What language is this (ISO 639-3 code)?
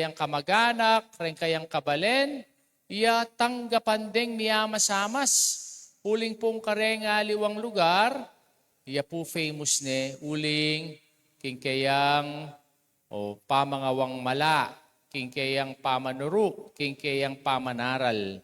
pam